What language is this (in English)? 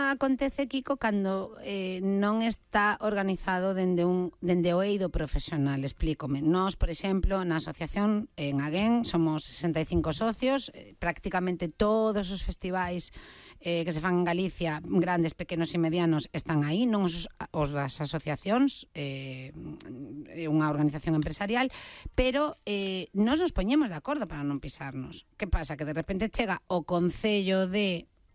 Galician